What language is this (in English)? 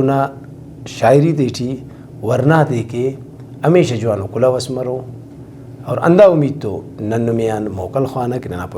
Brahui